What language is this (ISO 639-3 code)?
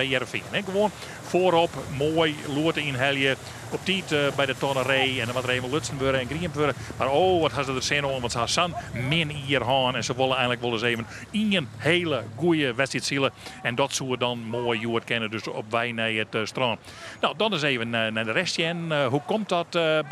fry